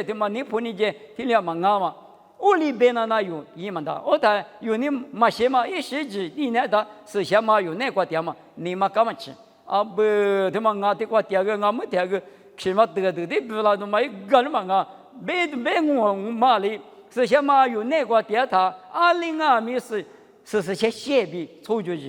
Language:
Lisu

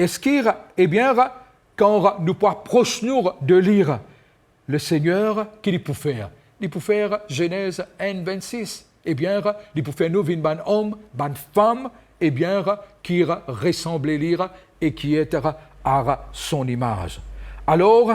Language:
Morisyen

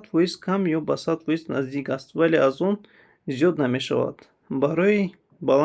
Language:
Tajik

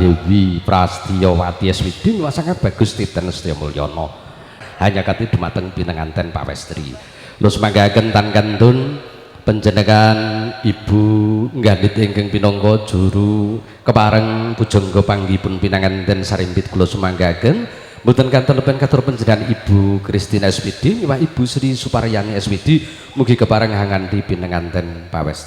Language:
Javanese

